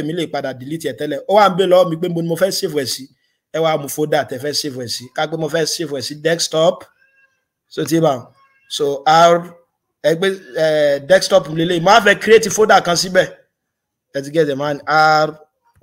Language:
Yoruba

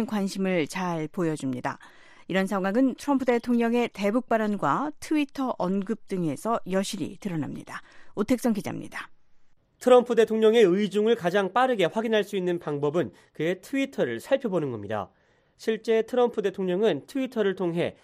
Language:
Korean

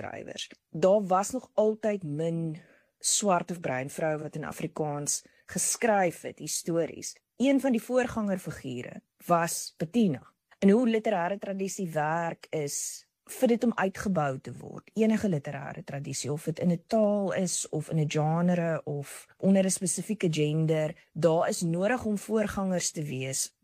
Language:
Afrikaans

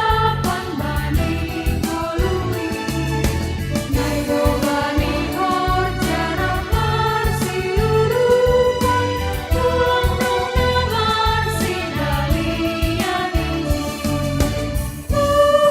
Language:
Batak Simalungun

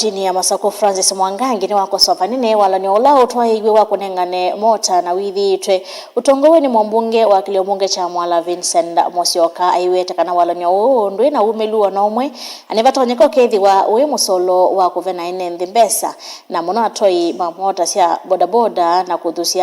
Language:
Kamba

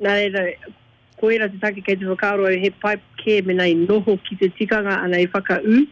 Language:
Māori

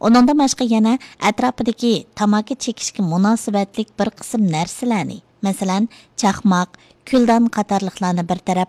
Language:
Uyghur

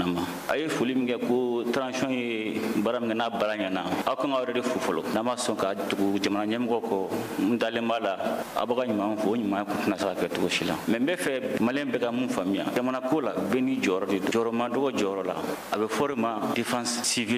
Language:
Bambara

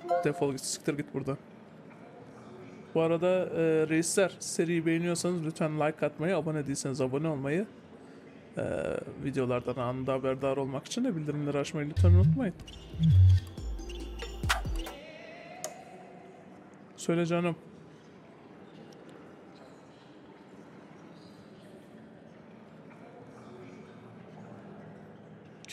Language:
Turkish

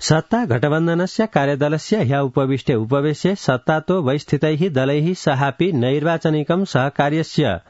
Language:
Sanskrit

